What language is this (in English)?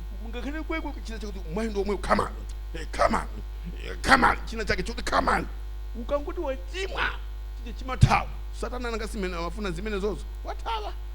Nyanja